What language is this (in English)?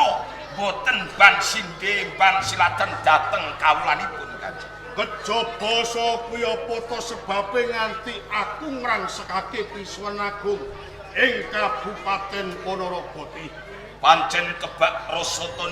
Javanese